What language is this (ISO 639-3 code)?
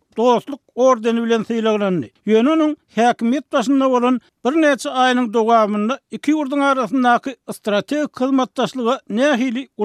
tuk